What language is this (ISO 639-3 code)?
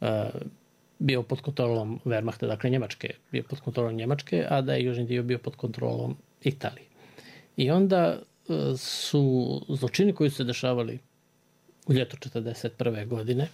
hrv